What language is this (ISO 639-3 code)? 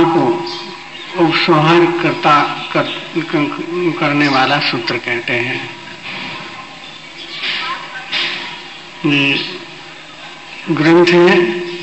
hin